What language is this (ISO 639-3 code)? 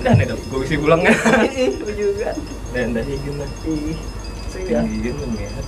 bjn